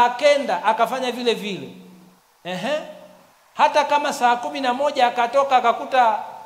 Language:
Swahili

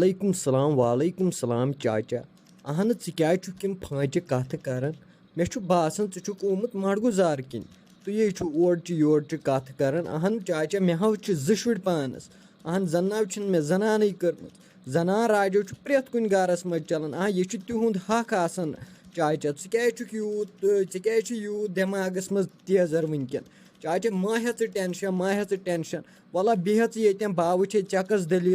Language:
Kashmiri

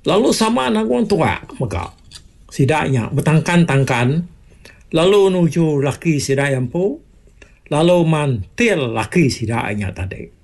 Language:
Iban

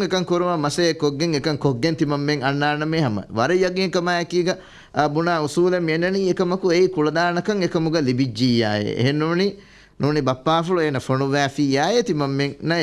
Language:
Divehi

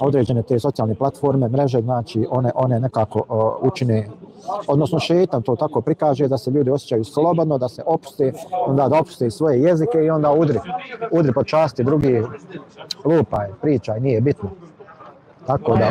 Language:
Bosnian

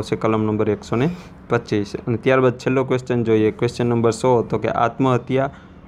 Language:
Gujarati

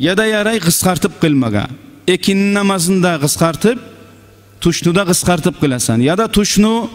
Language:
Kumyk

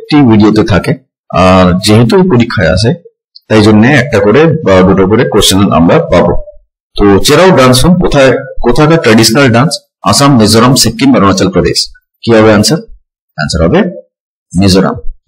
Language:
Bangla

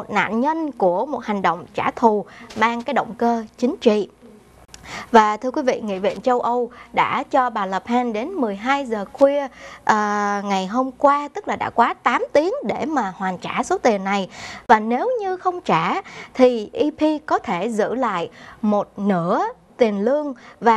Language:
Vietnamese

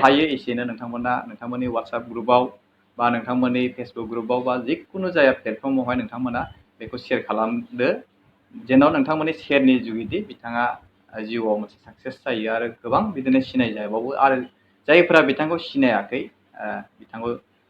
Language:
Bodo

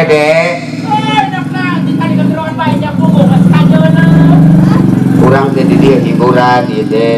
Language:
Sundanese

